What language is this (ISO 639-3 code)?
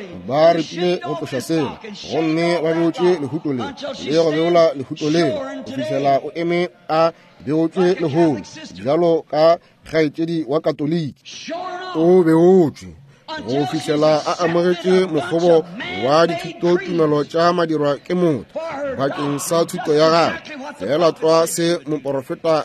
nso